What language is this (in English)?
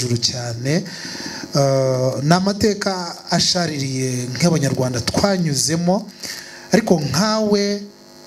Kinyarwanda